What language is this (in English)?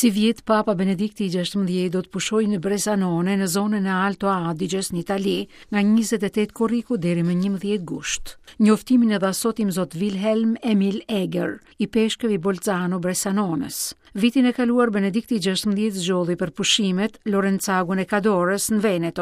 Albanian